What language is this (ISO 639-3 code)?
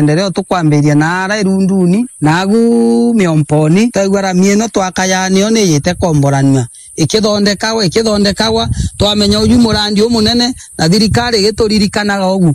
mer